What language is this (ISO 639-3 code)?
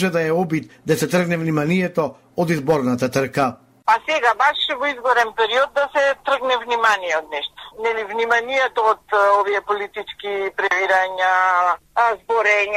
mkd